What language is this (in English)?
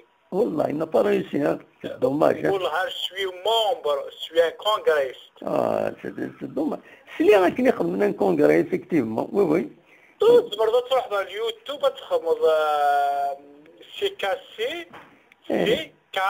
Kabyle